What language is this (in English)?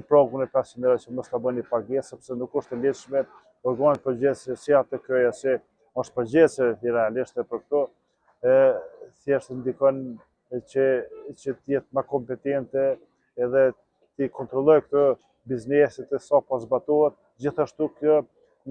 Albanian